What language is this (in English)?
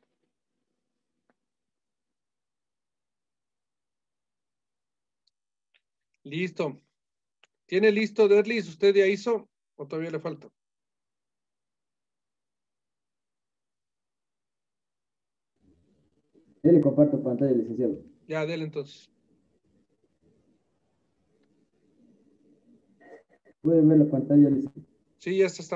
Spanish